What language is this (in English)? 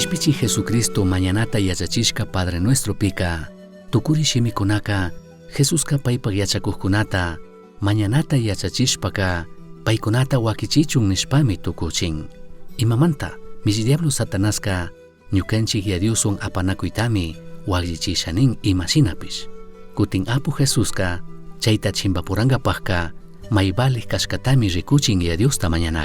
Chimborazo Highland Quichua